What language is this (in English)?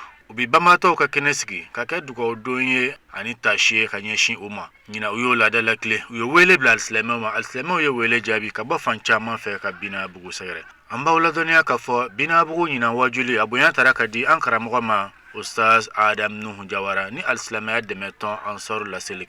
Bambara